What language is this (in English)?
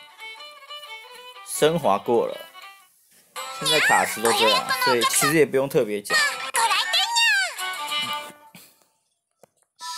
Chinese